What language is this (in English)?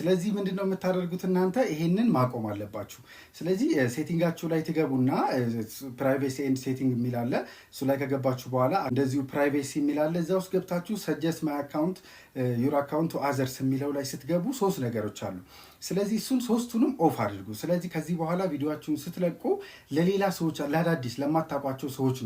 Amharic